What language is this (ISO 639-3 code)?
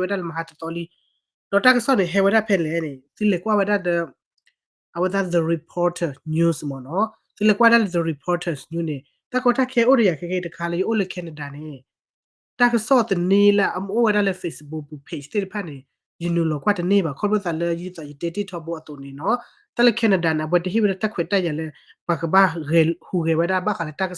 ksw